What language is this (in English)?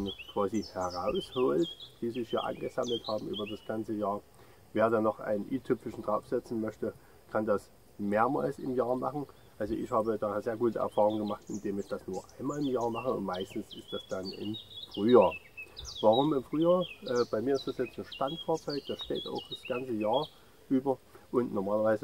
German